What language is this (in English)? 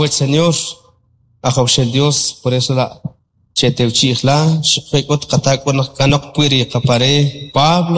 Kʼicheʼ